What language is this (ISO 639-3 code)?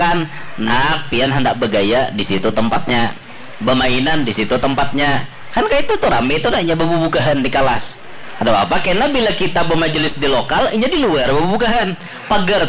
bjn